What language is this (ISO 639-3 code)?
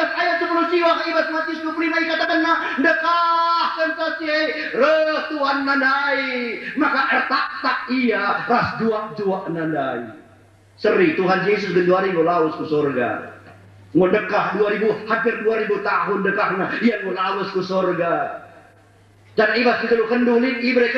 btx